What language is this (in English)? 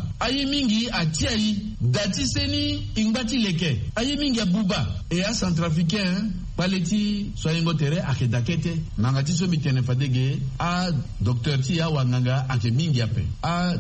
Sango